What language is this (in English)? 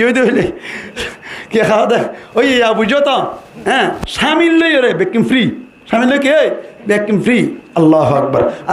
Rohingya